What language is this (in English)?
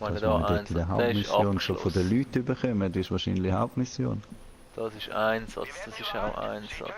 Swiss German